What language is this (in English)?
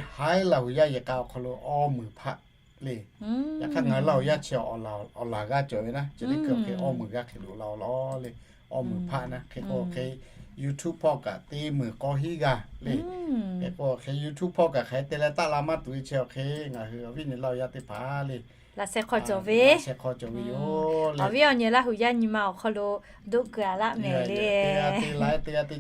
Lahu